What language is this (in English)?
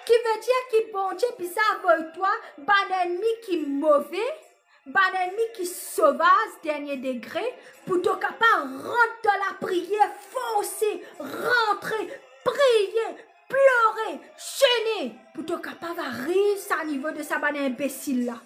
Morisyen